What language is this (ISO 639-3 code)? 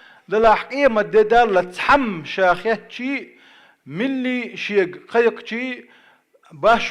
che